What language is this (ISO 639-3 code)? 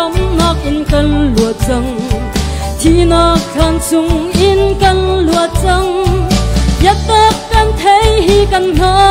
cnh